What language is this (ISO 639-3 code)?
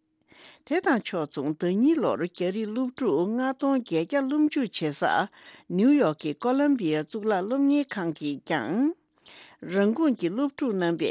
bod